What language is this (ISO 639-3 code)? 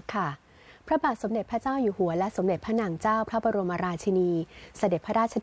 tha